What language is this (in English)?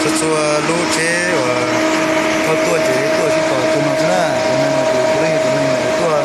Hmong